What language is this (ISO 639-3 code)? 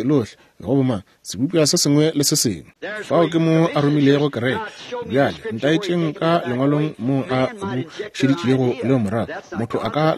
nso